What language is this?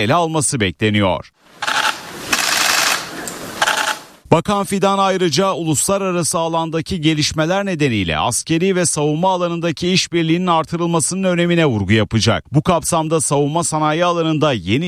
Turkish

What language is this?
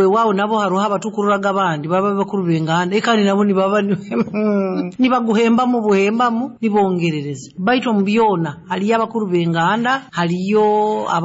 Nyoro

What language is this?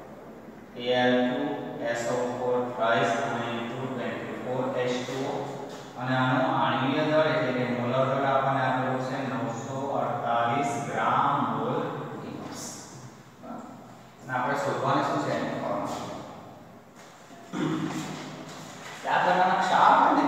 Gujarati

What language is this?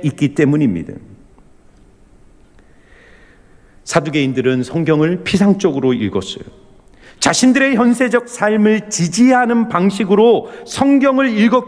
Korean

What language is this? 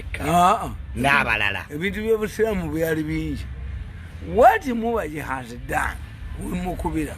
Ganda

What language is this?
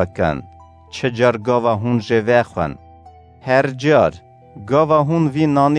Kurdish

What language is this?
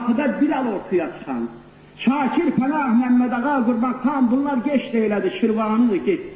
South Azerbaijani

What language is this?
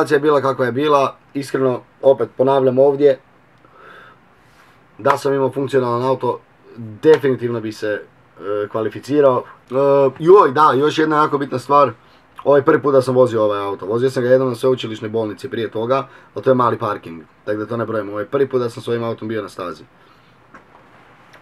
Croatian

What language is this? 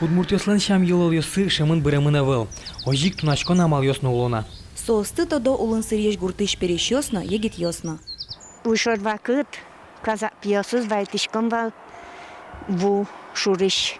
Udmurt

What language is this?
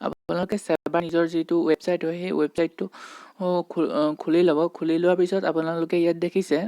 Assamese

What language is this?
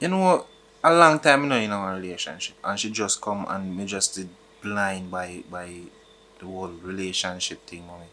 Jamaican Creole English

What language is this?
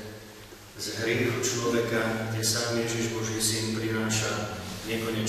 Slovak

